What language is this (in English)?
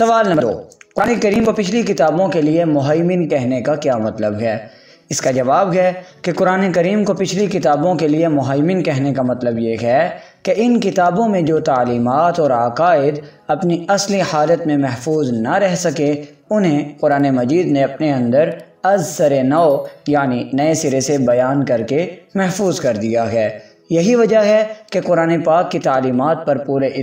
Urdu